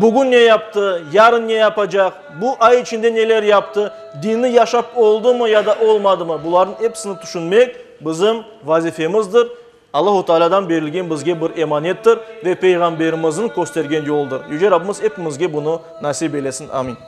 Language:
Crimean Tatar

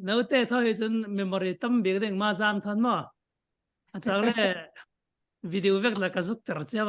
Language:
Falam Chin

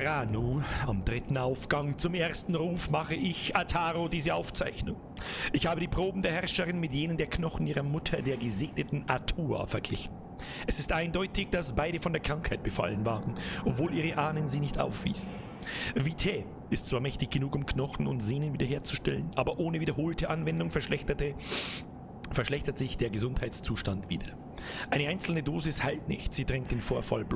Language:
Bavarian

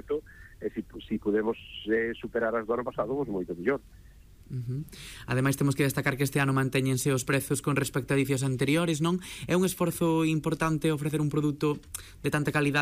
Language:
Galician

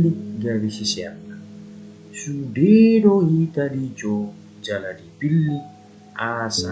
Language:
Batak Toba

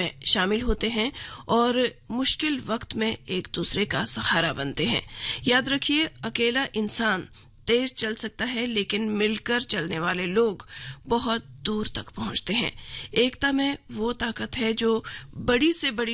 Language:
Hindi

